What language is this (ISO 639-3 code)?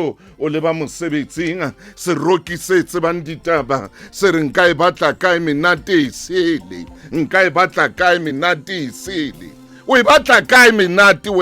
sot